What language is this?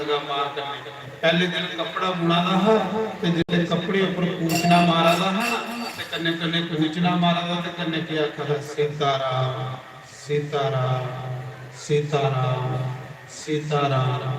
Dogri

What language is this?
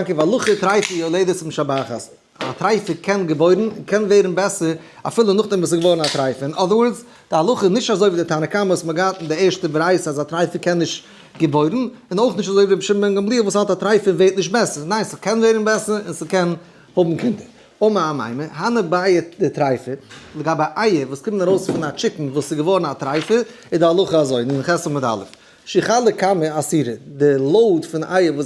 Yiddish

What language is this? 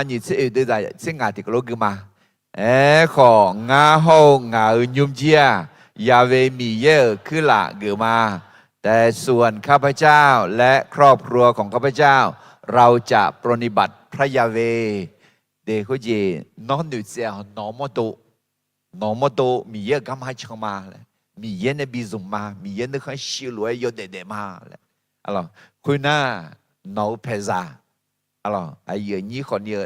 Akha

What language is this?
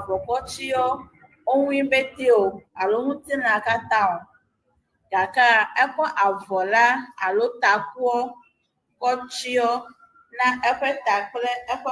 Ewe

